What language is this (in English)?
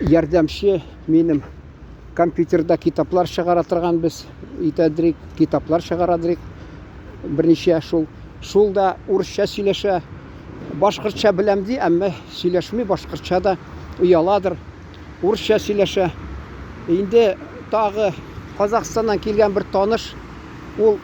Tatar